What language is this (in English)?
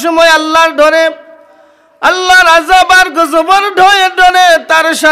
Sylheti